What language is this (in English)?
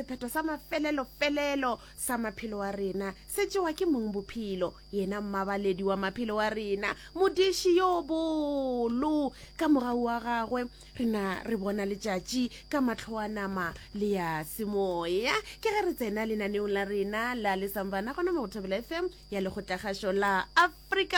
Northern Sotho